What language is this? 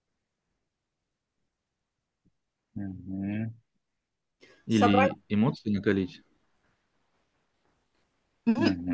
Russian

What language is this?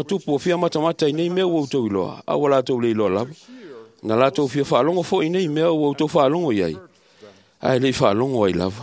Samoan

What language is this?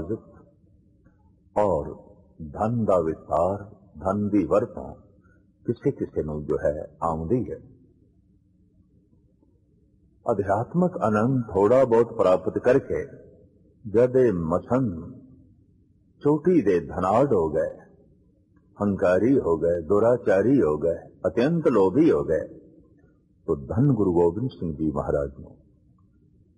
Punjabi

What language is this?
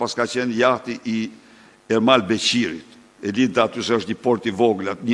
Albanian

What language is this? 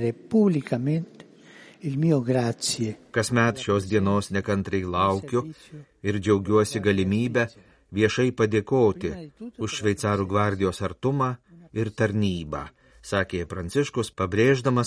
Lithuanian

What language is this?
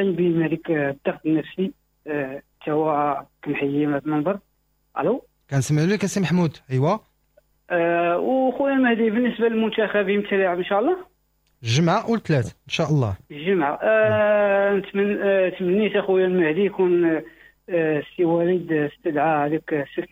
Moroccan Arabic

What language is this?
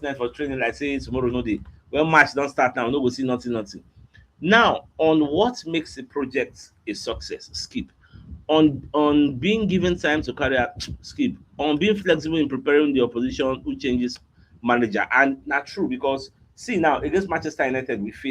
Nigerian Pidgin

